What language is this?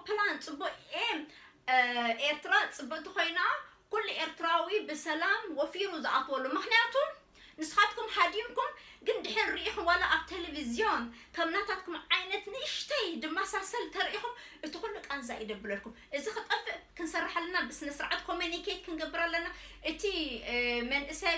Tigrinya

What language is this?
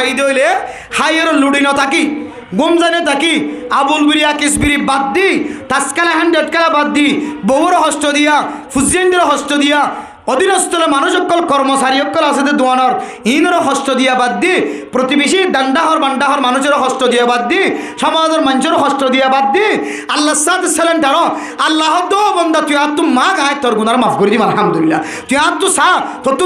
Rohingya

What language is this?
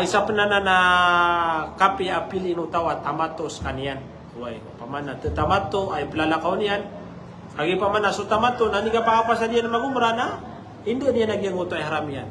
Maranao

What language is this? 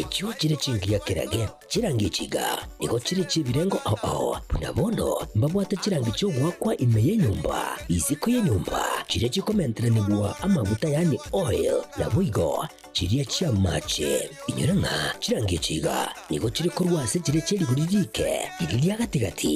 Gusii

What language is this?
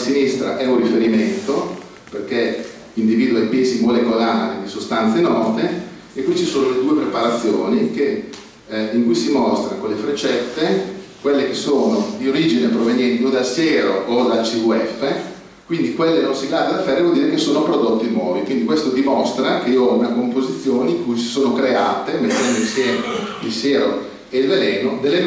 Italian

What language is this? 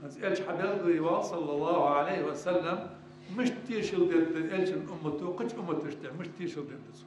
Ingush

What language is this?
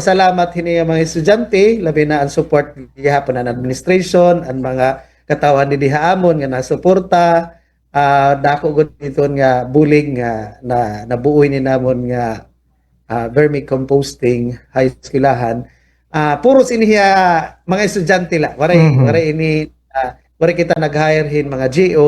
Waray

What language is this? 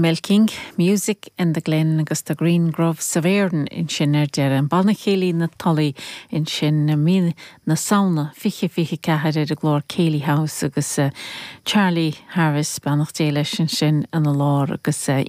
Irish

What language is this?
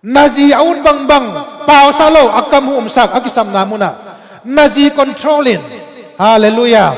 Tedim Chin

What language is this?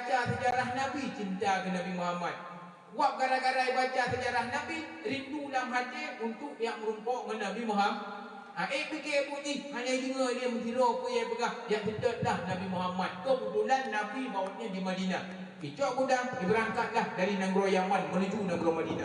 Achinese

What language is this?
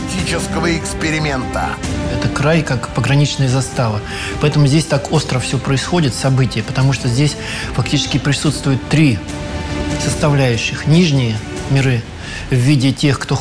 Russian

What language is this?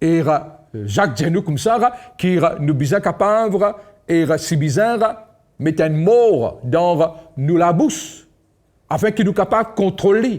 Morisyen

